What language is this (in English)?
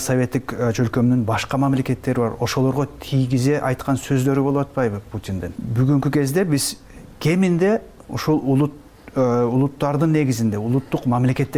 Kyrgyz